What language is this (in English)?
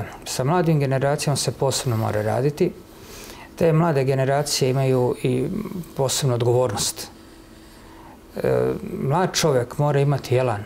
Serbian